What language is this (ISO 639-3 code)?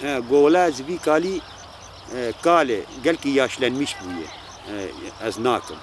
kur